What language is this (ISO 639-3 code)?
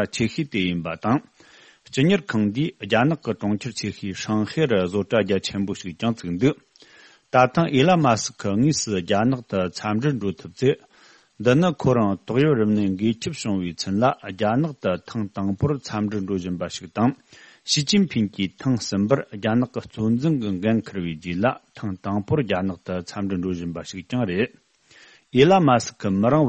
bod